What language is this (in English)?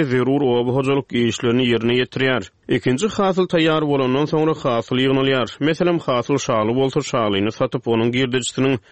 Turkmen